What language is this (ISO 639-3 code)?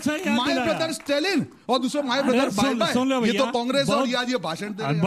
hin